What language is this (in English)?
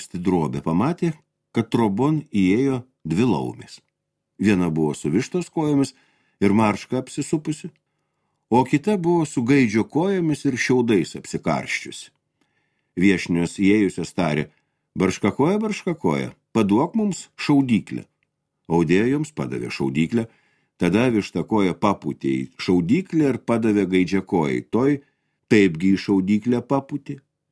Lithuanian